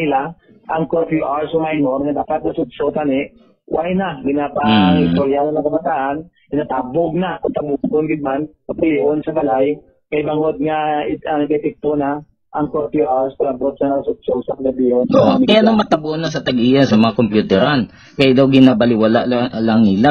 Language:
Hiligaynon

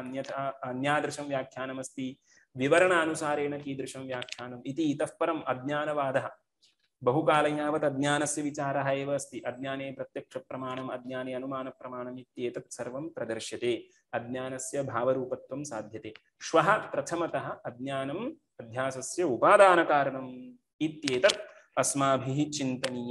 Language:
Sanskrit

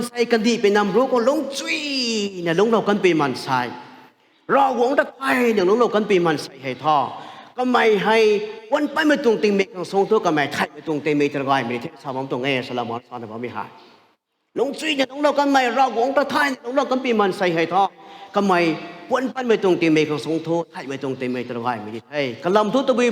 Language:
Rongmei Naga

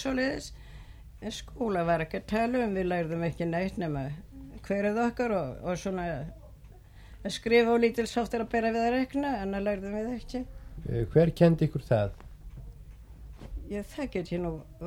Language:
Icelandic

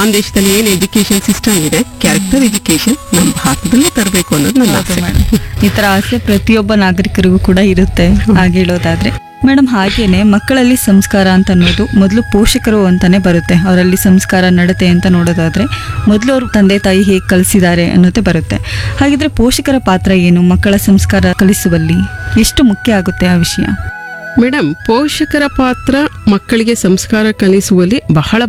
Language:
Kannada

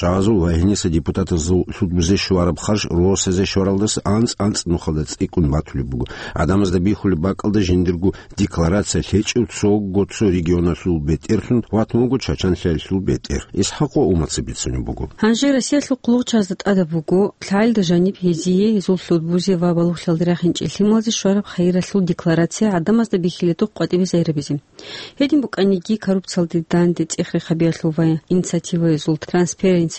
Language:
Avaric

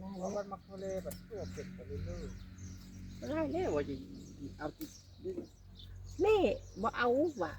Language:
Northeastern Thai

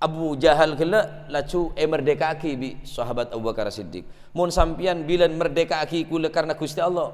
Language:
Madurese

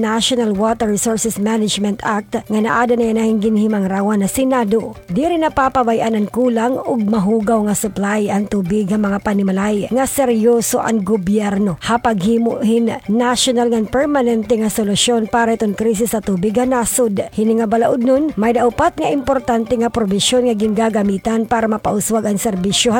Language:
Waray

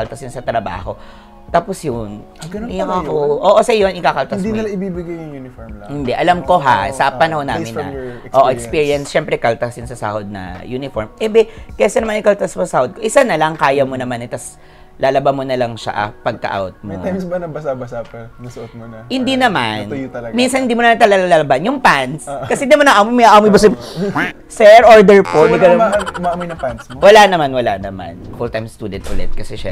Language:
Filipino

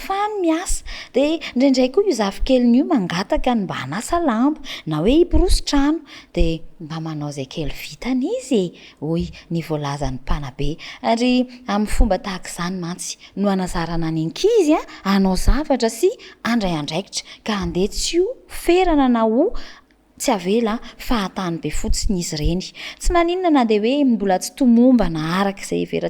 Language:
Malagasy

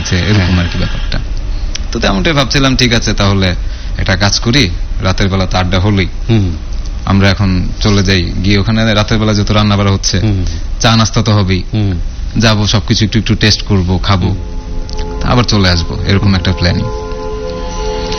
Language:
Bangla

